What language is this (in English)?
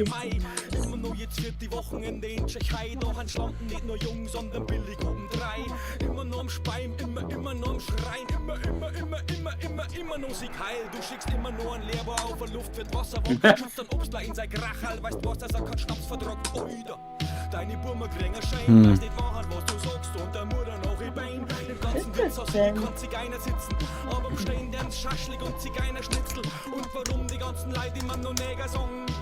Bavarian